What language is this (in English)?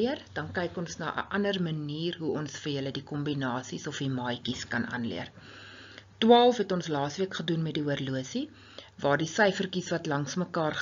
Afrikaans